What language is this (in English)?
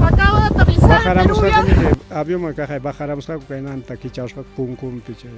Ayacucho Quechua